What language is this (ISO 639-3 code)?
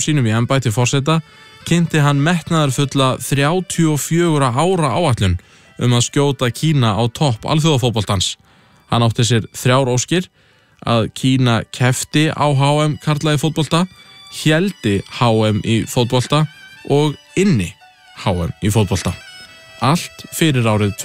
isl